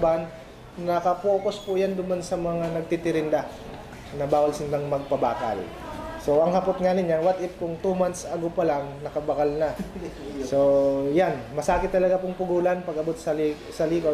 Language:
Bikol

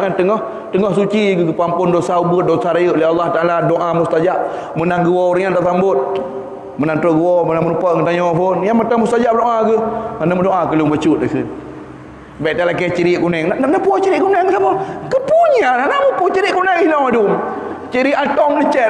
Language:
Achinese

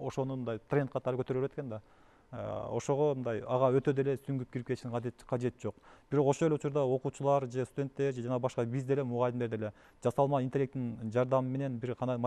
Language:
Kyrgyz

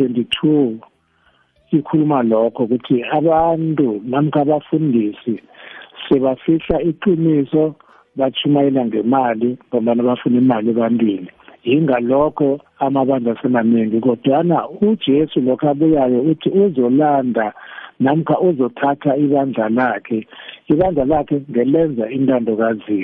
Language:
South Ndebele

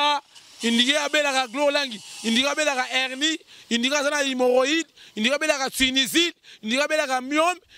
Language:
Lingala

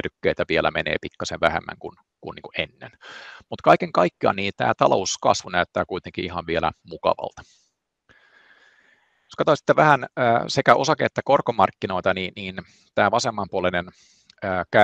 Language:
Finnish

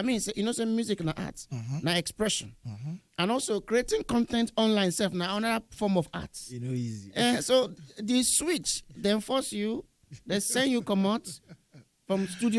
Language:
Nigerian Pidgin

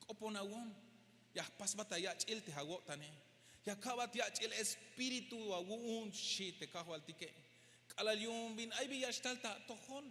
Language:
Tzeltal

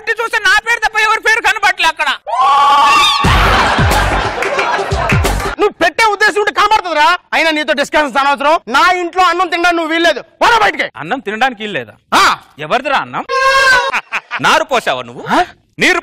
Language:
Telugu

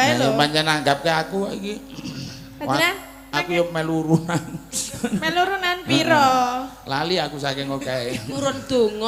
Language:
Javanese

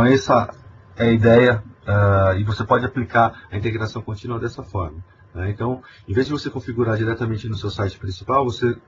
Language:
Portuguese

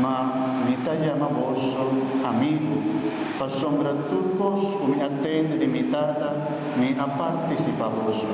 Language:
Papiamento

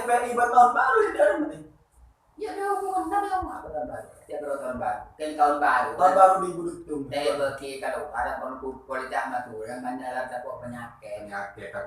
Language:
Madurese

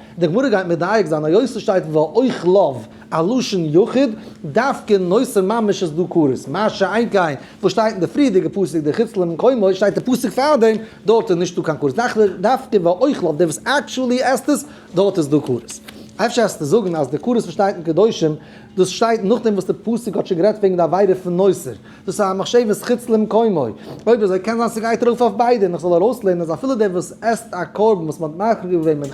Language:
Yiddish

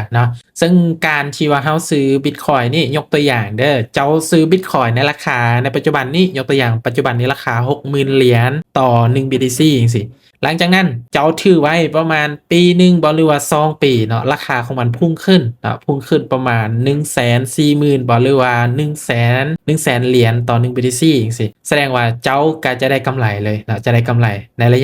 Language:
Lao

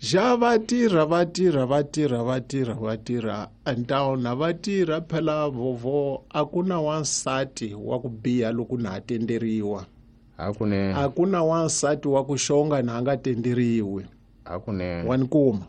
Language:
Tsonga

